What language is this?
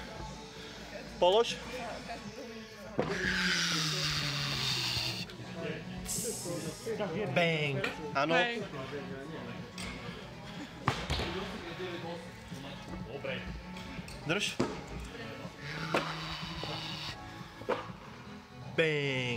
Slovak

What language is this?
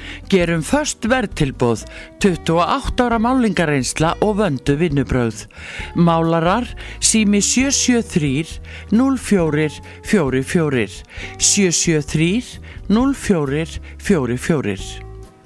Icelandic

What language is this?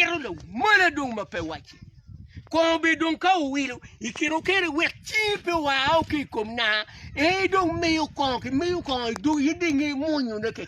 Acoli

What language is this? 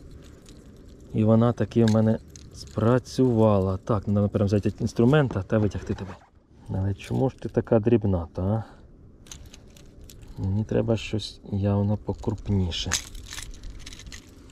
Ukrainian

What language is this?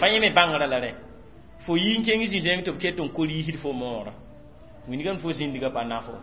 Mossi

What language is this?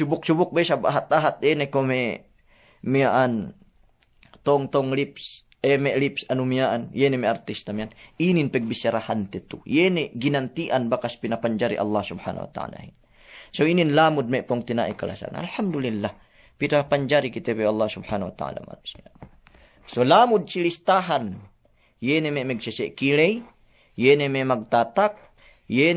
Yakan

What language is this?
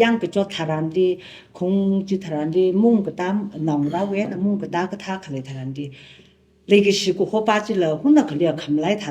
Tangkhul Naga (India)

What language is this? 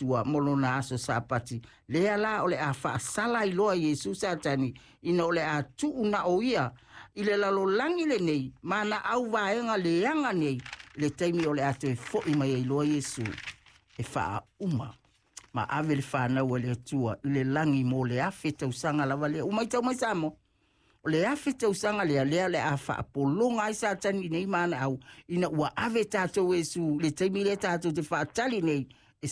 Samoan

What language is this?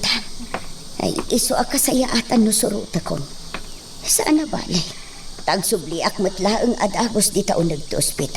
Iloko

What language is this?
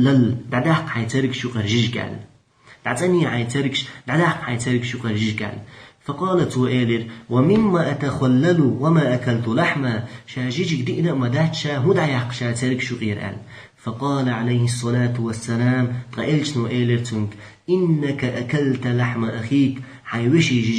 Chechen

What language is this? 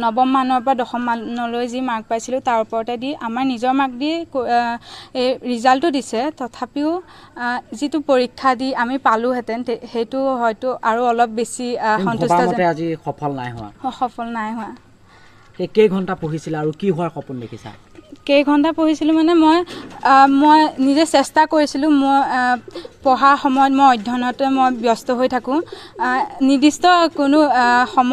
Assamese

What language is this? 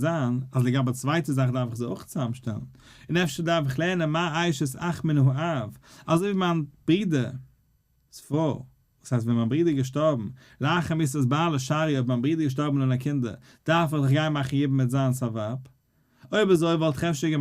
Yiddish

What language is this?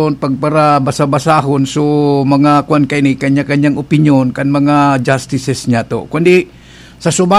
Bikol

